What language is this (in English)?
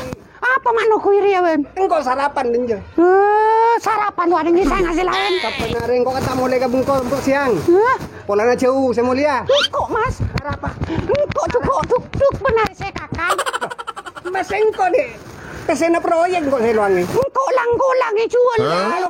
Madurese